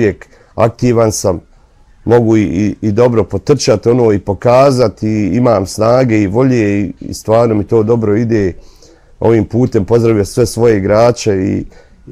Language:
Bosnian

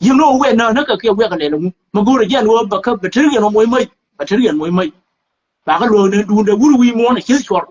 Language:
Nuer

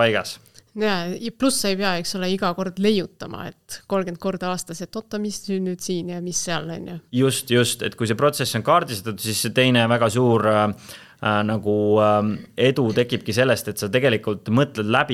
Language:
Estonian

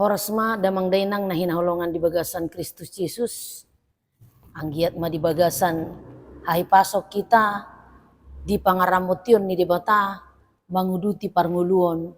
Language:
Batak Toba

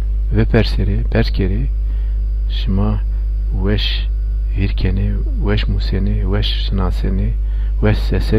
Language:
Zaza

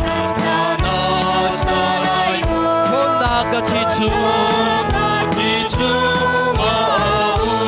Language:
Hakha Chin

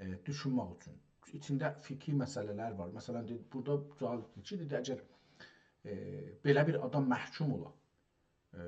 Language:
South Azerbaijani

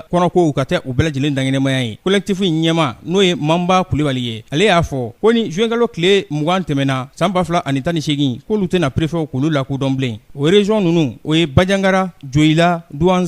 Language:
Bambara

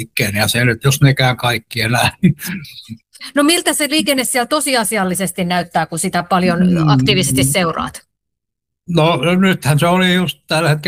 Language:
Finnish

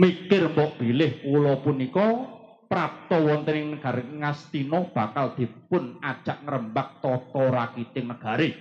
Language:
Javanese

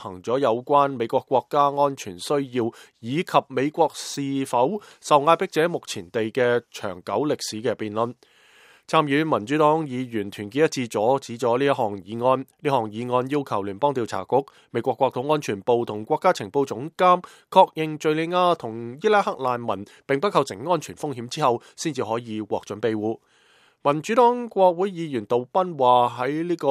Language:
Cantonese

